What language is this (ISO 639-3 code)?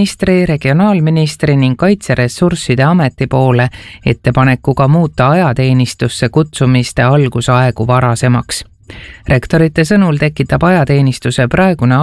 est